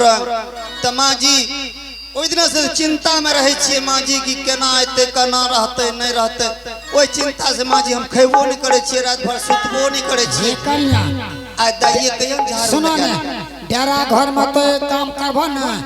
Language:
Angika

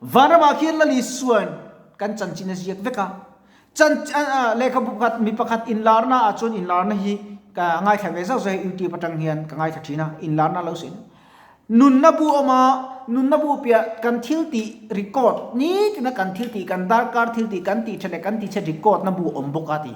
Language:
Mizo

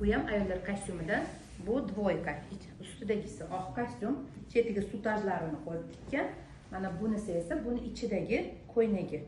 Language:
Uzbek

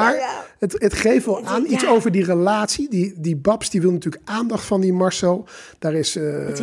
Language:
Dutch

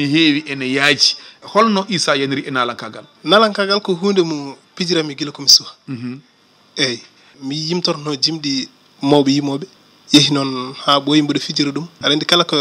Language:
Fula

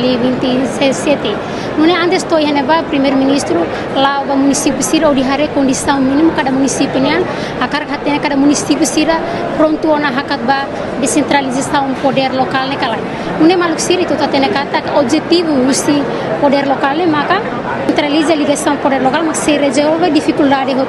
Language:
Tetum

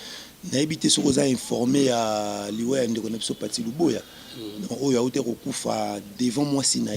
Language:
Lingala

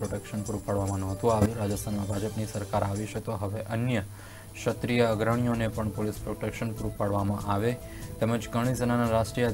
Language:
Gujarati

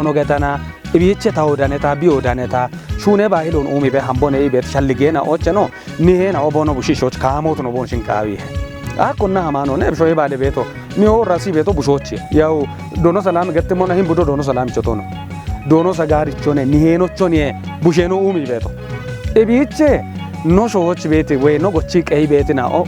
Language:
Kafa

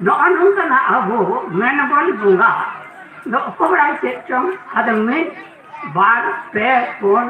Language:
Santali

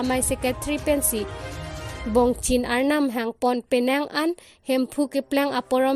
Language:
Karbi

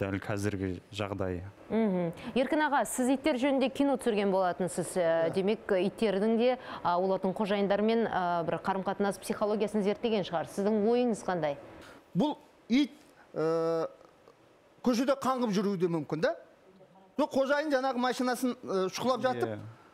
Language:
Kazakh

